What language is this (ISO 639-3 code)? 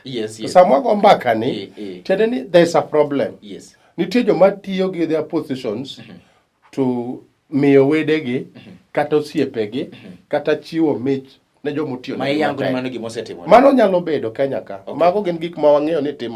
luo